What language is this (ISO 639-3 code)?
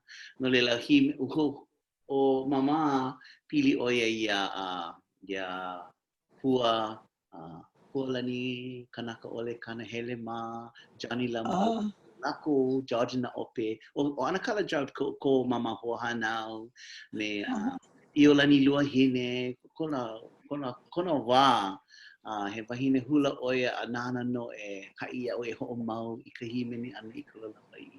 haw